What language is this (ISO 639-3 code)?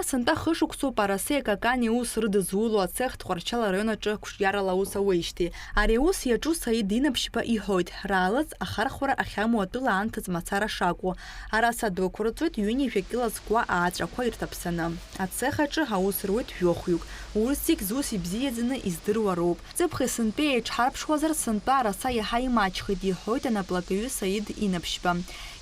abk